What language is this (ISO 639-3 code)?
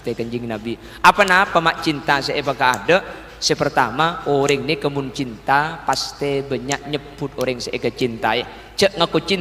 mad